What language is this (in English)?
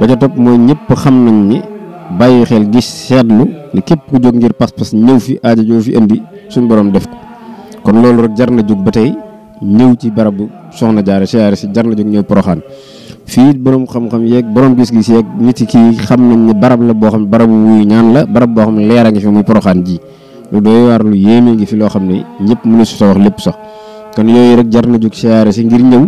Wolof